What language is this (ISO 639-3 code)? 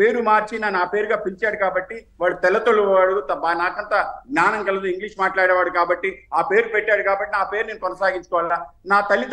tel